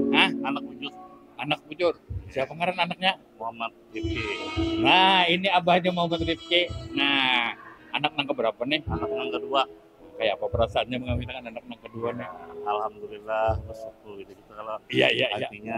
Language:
Banjar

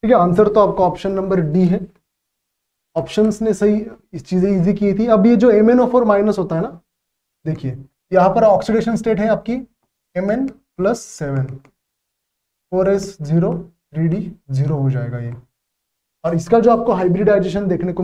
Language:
Hindi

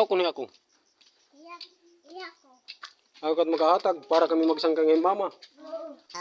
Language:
Waray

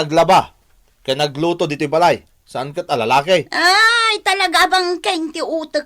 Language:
Iloko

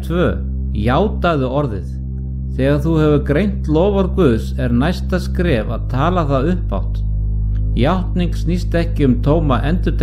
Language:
Icelandic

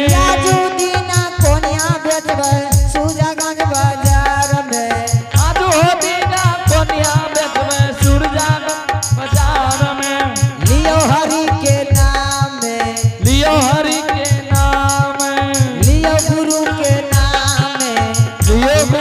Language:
Angika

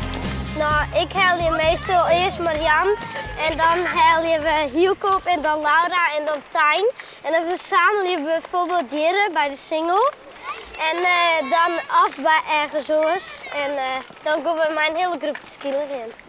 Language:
Western Frisian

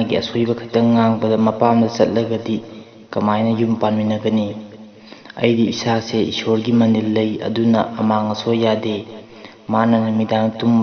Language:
Manipuri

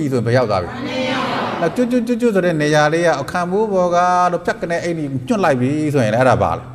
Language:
Burmese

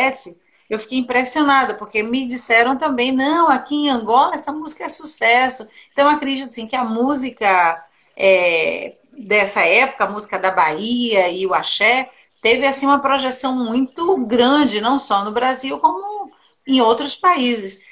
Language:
Portuguese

